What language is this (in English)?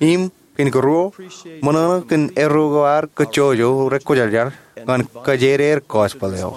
Marshallese